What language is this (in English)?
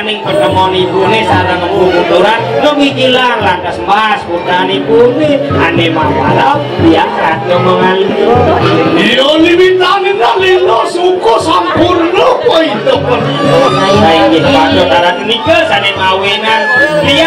Balinese